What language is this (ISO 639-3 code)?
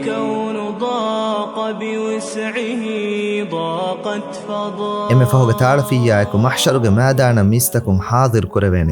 div